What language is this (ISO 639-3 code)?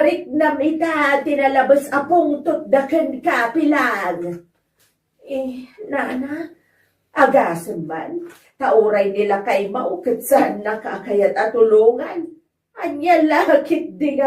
ilo